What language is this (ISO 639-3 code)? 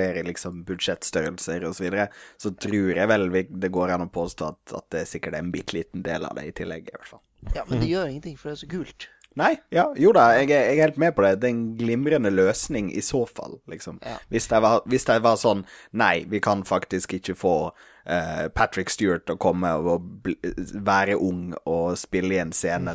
nor